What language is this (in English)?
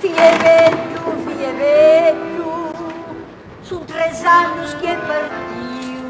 Sardinian